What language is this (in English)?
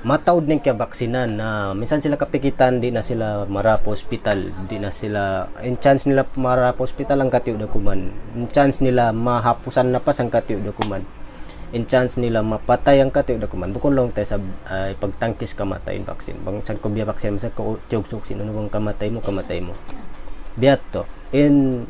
Tausug